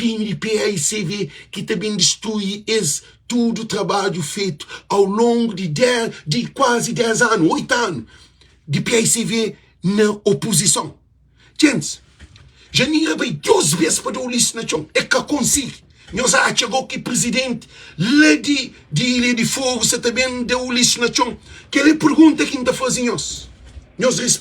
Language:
Kabuverdianu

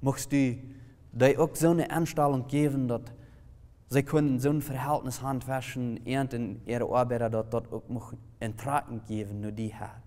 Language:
Plautdietsch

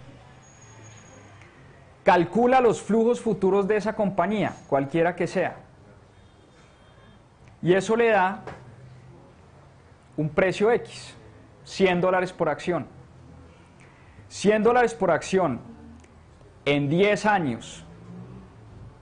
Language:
Spanish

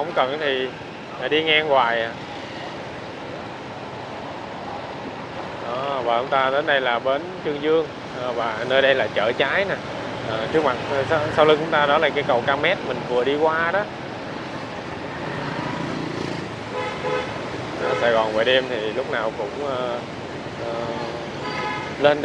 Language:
Vietnamese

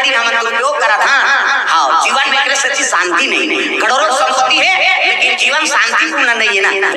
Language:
Chhattisgarhi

